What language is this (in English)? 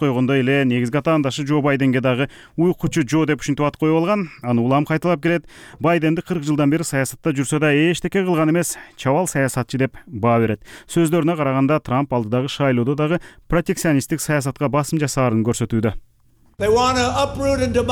Kyrgyz